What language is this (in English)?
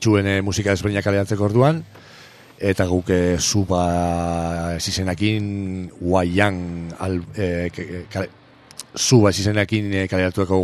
Basque